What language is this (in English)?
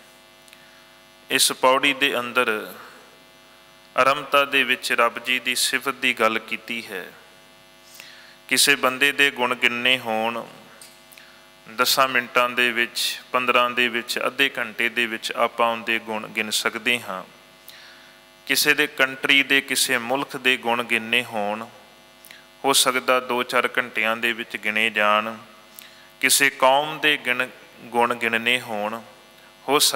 Punjabi